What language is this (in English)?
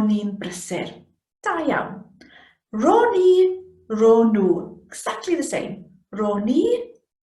Welsh